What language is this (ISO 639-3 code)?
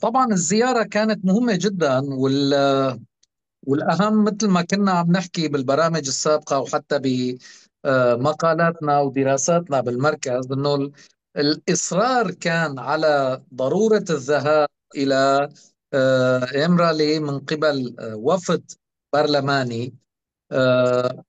apc